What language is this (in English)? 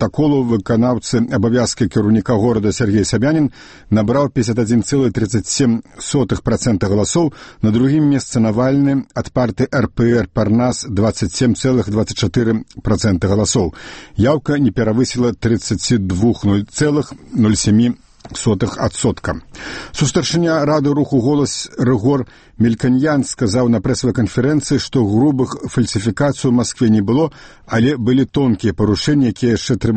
Belarusian